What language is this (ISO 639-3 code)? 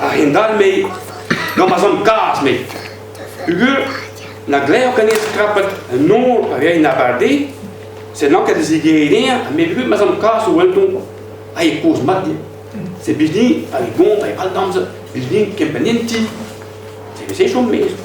bre